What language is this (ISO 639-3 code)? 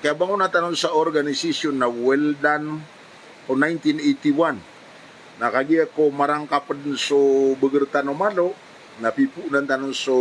mrw